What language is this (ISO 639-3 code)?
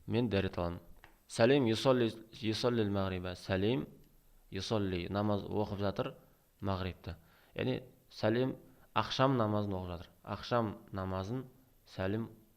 kaz